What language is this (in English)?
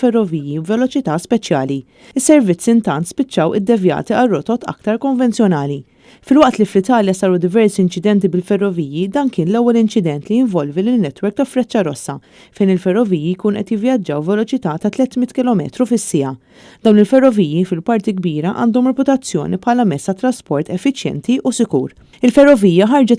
Maltese